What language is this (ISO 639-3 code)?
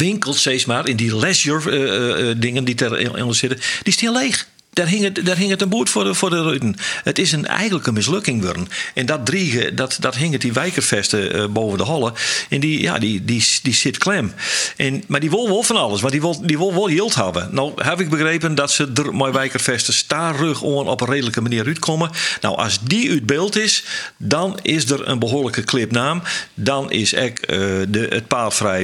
fry